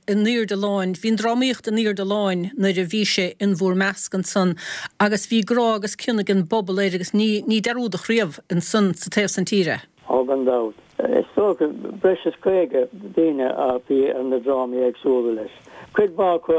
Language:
Irish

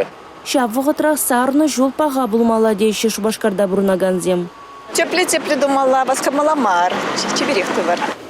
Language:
Chuvash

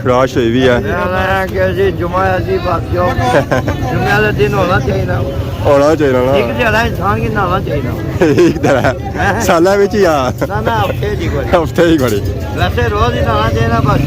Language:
Pahari-Potwari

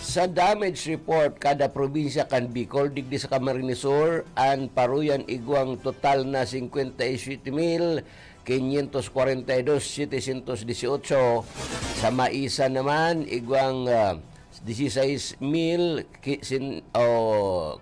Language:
Bikol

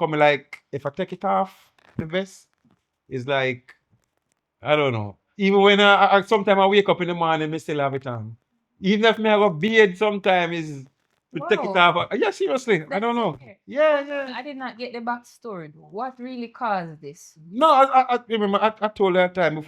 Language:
Jamaican Creole English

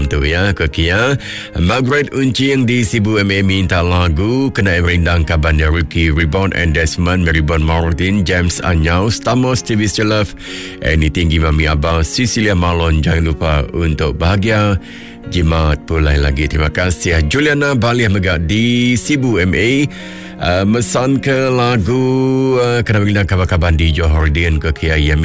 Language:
Iban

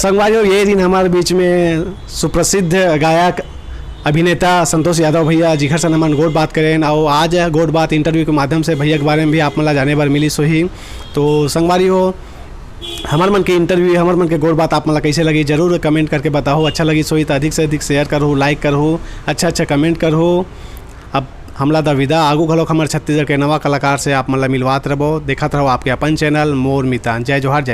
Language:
Chhattisgarhi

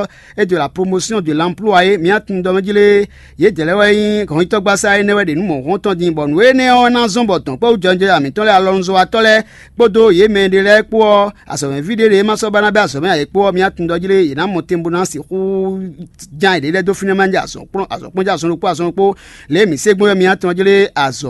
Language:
Fon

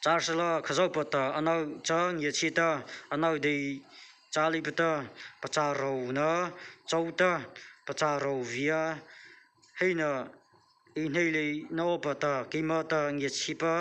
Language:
Mara Chin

